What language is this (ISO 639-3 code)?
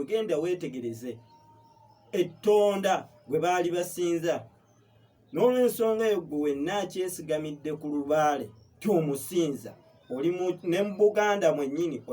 lug